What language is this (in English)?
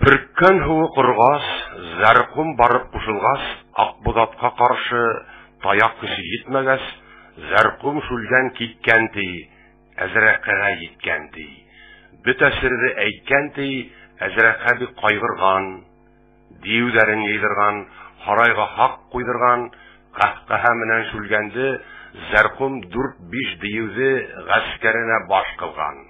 Bashkir